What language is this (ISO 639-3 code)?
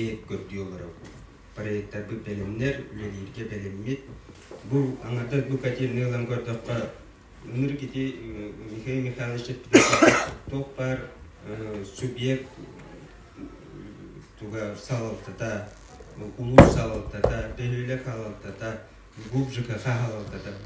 sah